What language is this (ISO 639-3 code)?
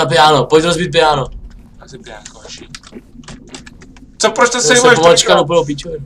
ces